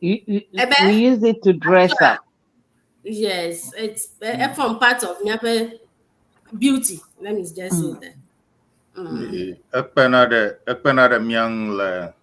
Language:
Ewe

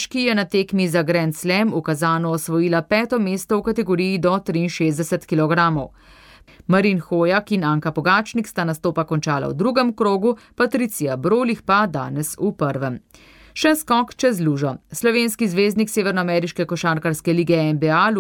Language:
Slovenian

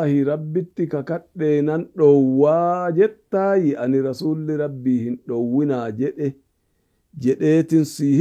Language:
Oromo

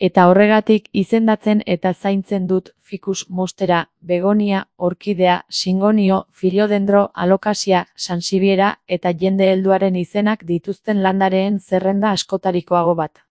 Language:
Basque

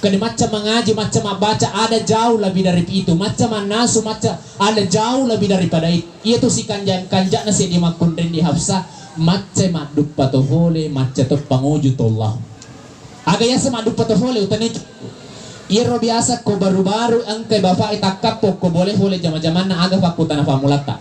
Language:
Buginese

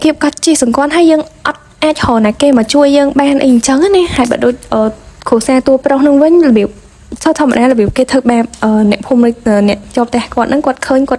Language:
Khmer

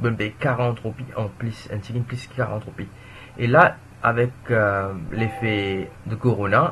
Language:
Morisyen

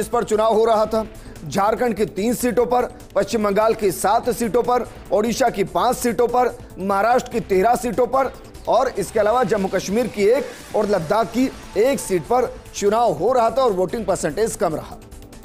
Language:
Hindi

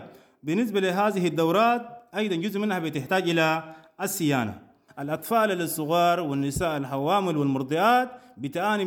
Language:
Sudanese Arabic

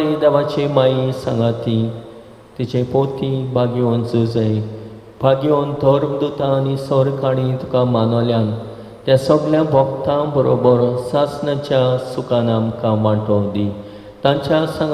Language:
Konkani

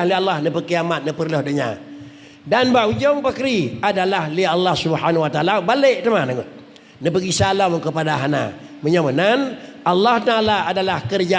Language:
Achinese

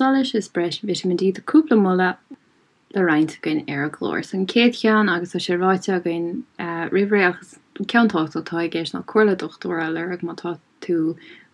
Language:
Irish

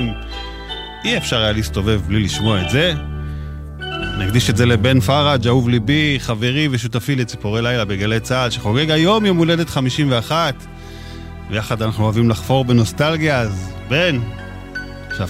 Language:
Hebrew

